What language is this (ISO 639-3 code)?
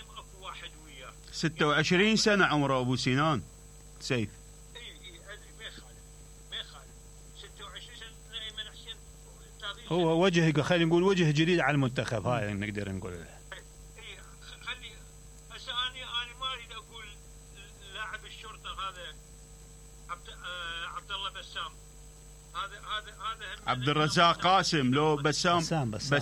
acm